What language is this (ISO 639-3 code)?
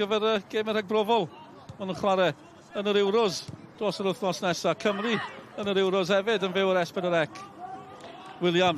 cym